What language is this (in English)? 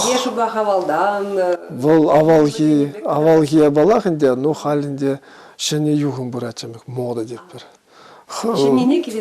Chuvash